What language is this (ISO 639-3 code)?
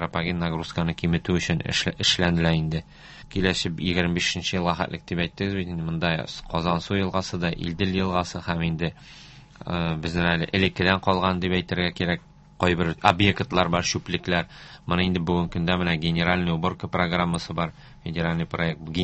tat